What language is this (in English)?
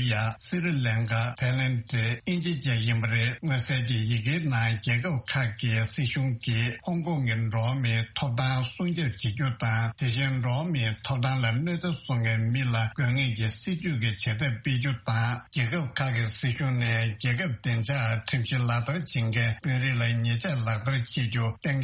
Tibetan